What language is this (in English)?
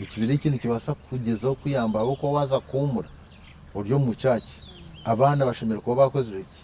Nyankole